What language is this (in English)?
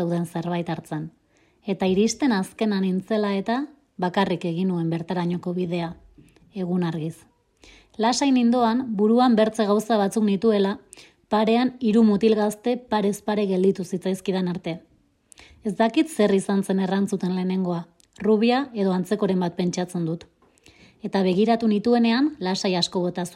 Basque